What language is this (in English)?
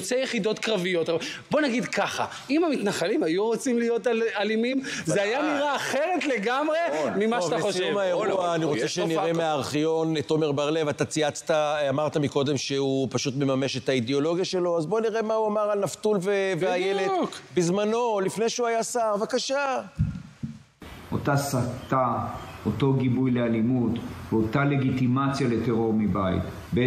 Hebrew